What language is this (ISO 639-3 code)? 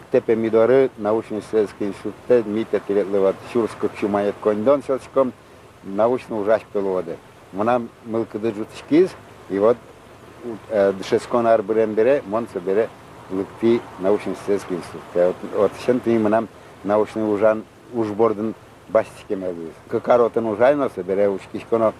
udm